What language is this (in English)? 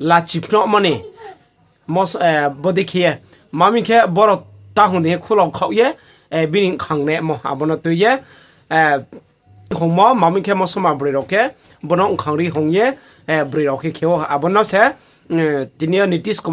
Riang (India)